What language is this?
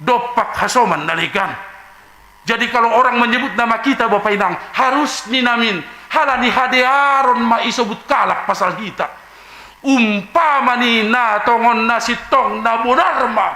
Batak Simalungun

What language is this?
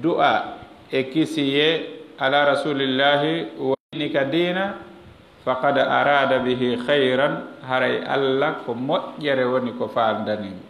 Fula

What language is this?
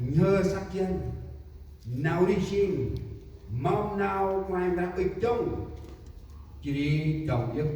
Central Mnong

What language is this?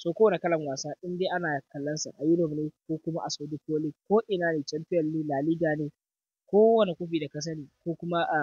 Hausa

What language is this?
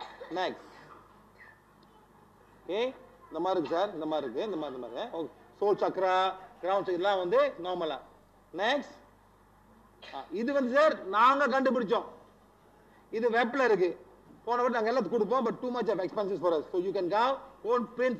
Tamil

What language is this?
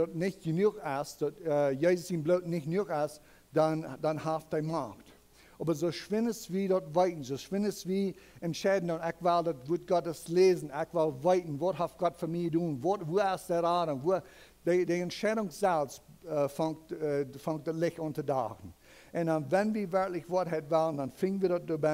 Plautdietsch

